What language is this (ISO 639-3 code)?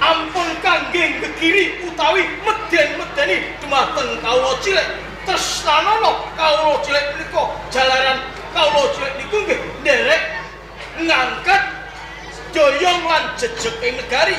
jav